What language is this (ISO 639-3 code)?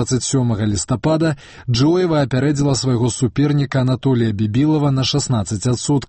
bel